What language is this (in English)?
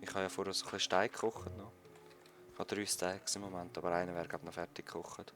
Swiss German